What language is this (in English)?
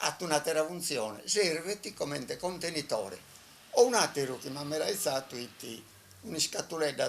Sardinian